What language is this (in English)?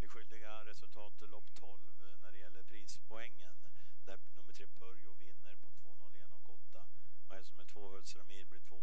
Swedish